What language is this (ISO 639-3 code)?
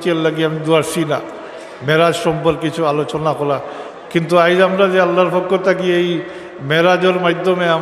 syl